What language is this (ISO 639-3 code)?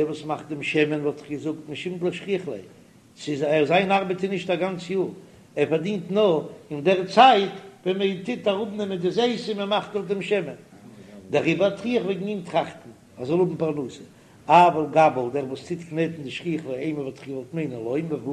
yid